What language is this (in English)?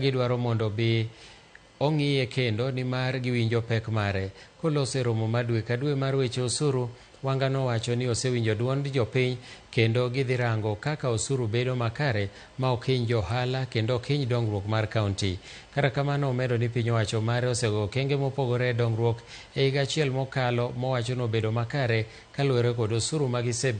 Luo (Kenya and Tanzania)